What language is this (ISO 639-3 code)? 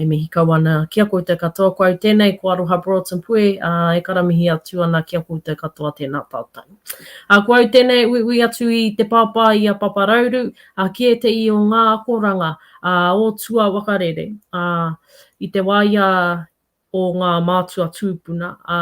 mri